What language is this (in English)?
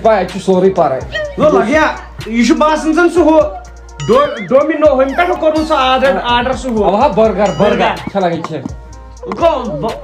Kashmiri